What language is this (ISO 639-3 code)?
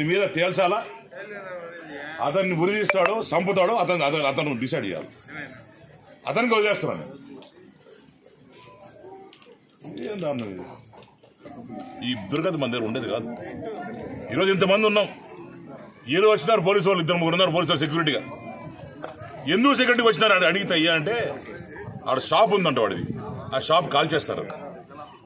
tel